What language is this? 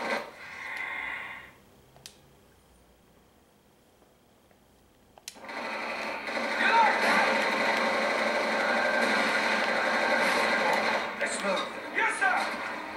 English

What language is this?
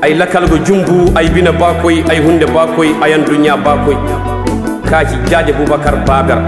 Koyraboro Senni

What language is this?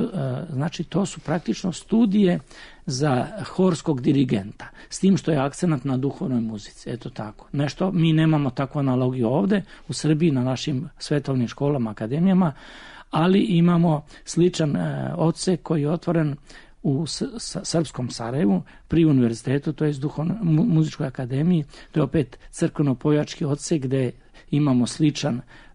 Serbian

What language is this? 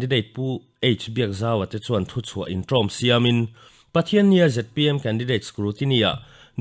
Mizo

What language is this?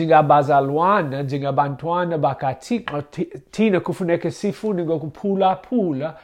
Xhosa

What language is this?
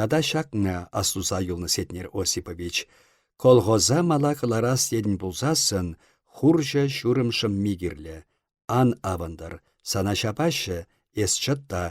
Chuvash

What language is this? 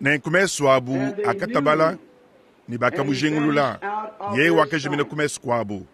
Luba-Lulua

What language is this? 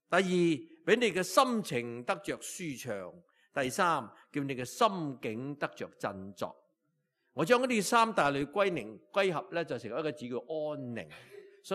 Cantonese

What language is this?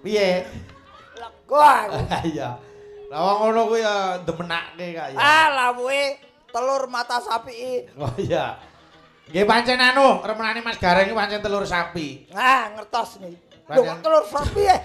Javanese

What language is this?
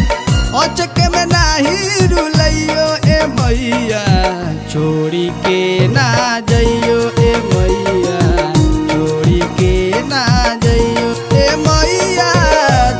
Bhojpuri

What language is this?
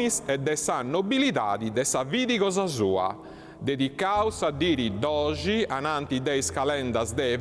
Sardinian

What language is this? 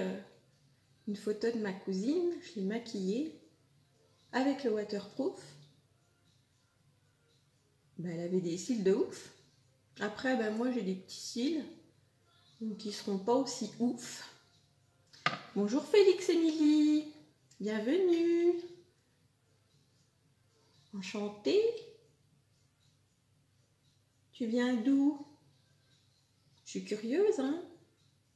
French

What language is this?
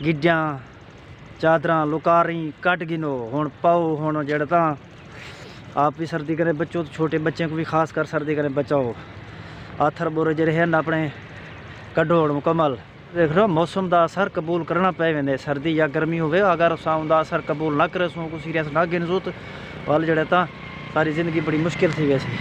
Saraiki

